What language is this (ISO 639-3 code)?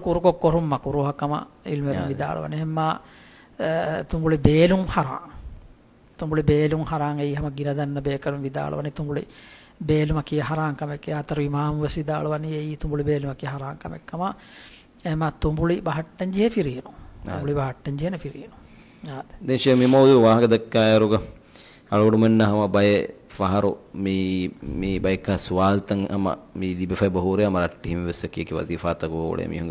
div